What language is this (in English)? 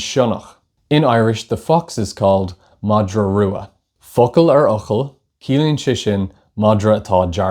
Irish